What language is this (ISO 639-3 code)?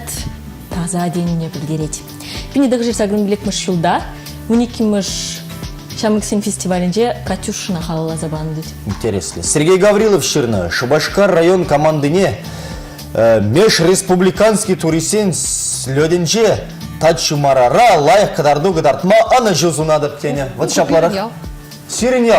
chv